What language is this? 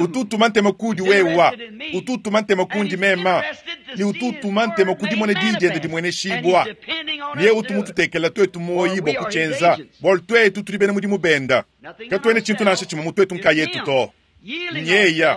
Luba-Lulua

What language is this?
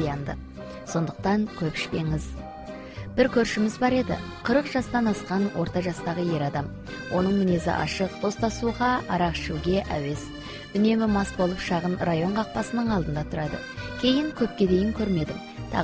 Kazakh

